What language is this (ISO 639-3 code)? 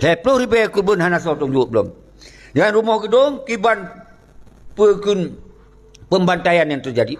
ace